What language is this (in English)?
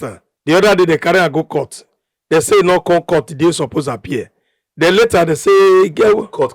Nigerian Pidgin